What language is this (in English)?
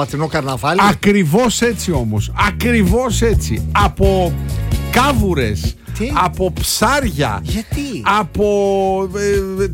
Greek